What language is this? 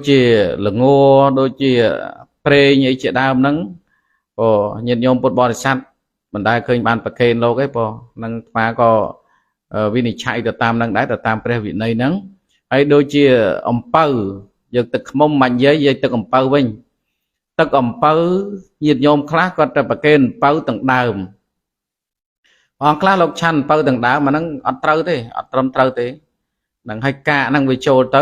Khmer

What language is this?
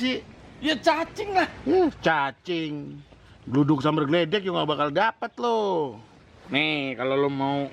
Betawi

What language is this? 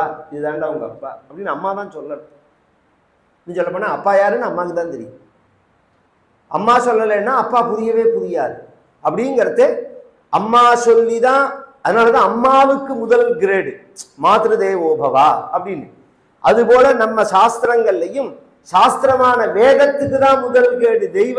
Tamil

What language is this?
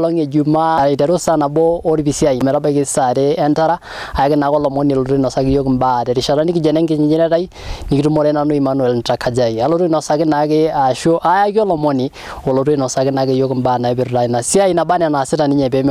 Masai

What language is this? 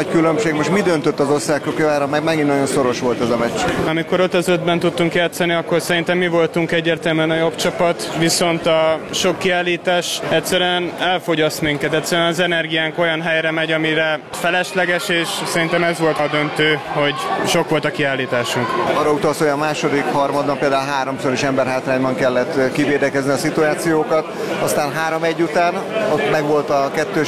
Hungarian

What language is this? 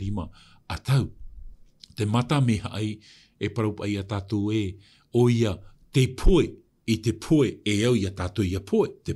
Tahitian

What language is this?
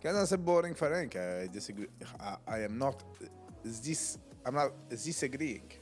Yiddish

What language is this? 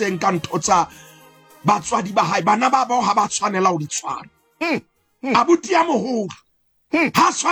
Southern Sotho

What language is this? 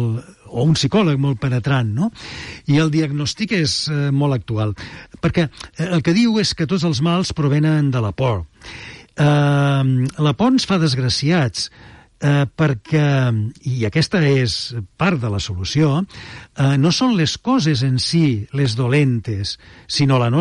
Catalan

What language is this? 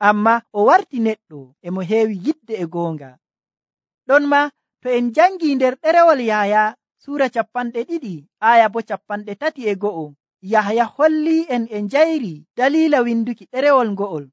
Nigerian Fulfulde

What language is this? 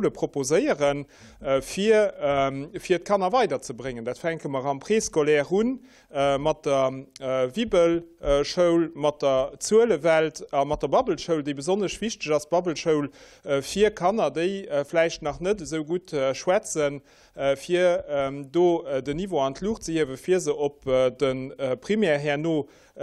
Luxembourgish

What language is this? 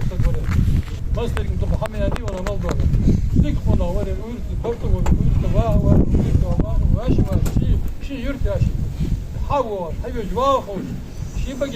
Ingush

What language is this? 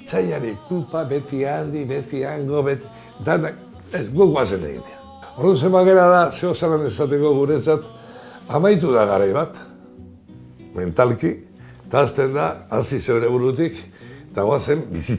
Basque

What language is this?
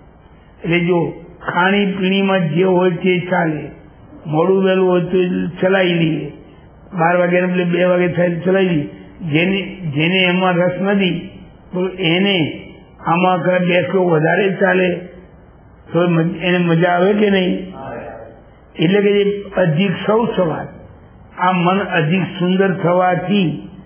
Gujarati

